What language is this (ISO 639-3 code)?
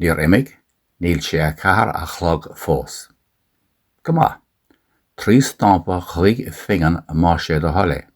gle